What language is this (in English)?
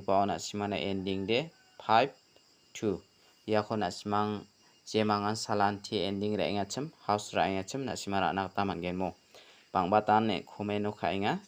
Garo